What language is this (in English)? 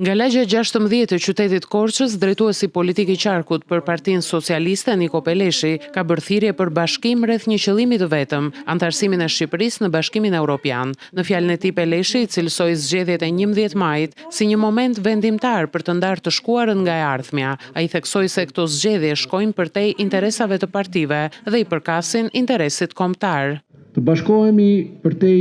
Albanian